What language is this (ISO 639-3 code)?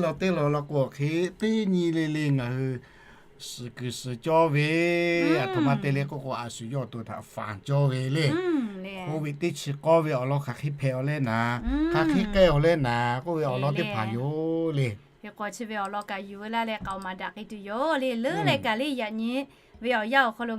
lhu